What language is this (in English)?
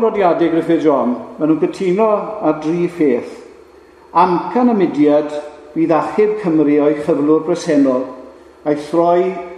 Welsh